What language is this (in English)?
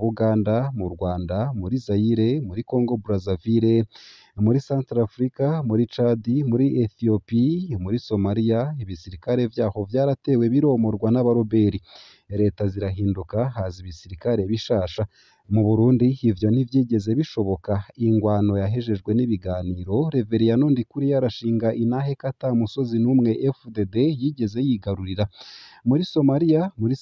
Rundi